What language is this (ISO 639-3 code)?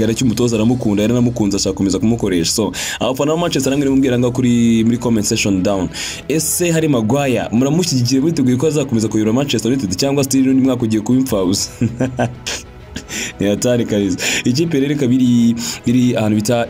kin